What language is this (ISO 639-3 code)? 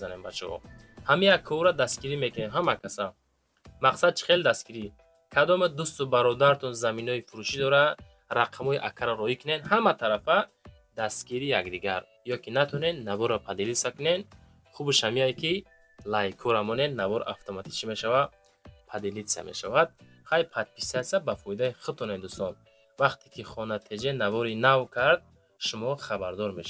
tgk